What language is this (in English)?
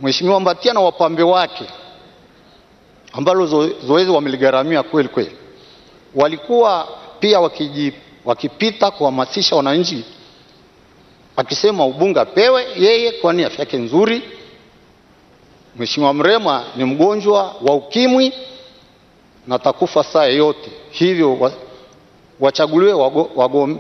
Swahili